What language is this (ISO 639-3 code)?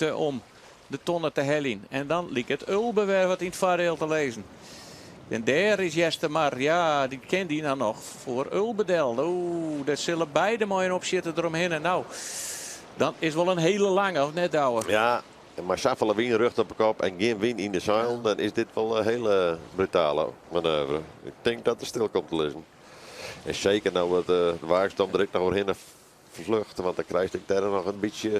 fry